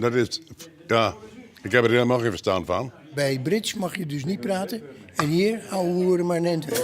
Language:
Western Frisian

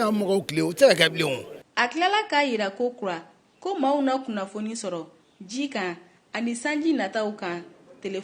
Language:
Bambara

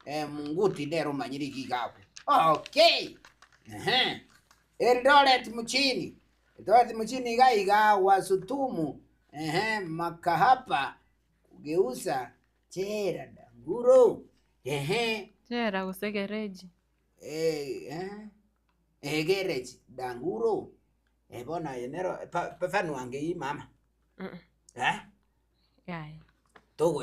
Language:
Gusii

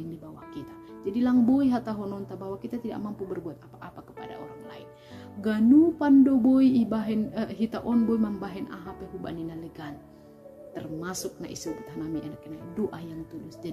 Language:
Batak Simalungun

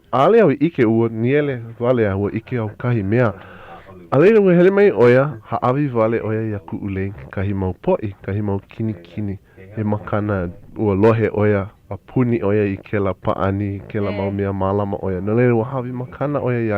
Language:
Hawaiian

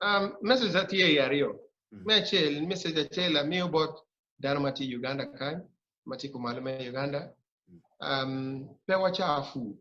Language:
Acoli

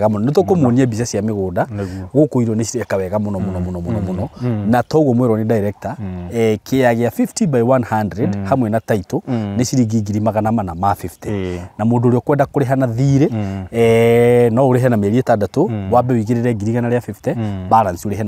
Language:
Kikuyu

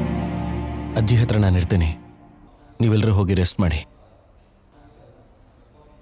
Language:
Kannada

